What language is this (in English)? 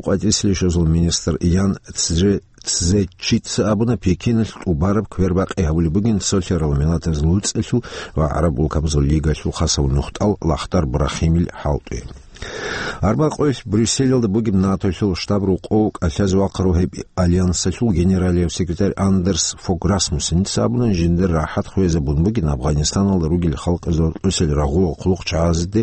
Avaric